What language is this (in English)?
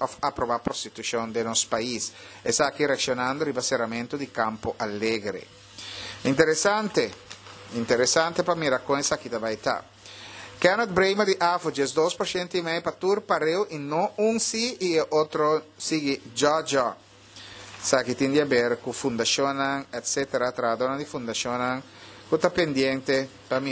Papiamento